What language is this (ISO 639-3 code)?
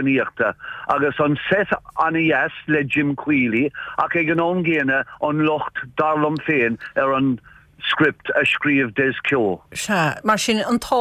gle